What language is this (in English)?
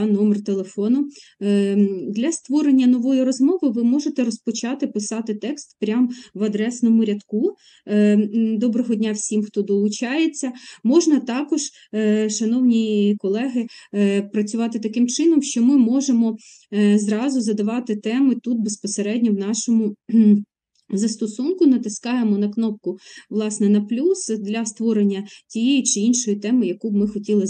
Ukrainian